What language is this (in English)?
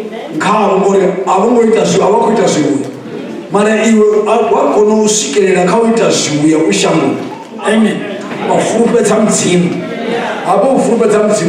Venda